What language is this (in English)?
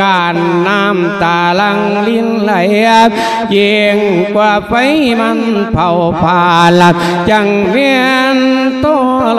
Lao